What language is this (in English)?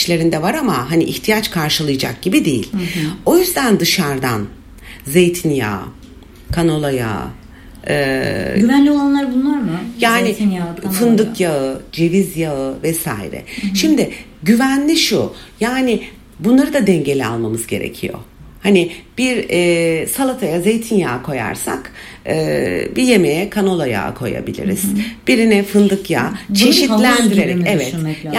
Turkish